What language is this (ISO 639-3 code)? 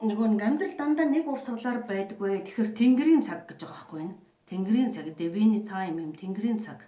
mon